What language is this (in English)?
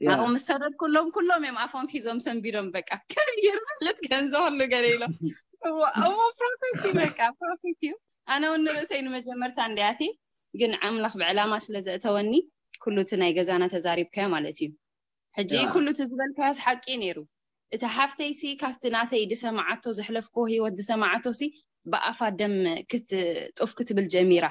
Tigrinya